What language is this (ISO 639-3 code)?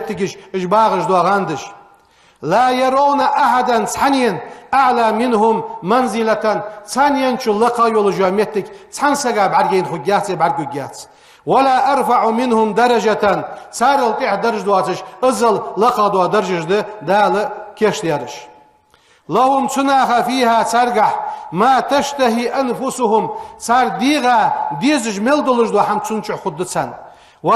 inh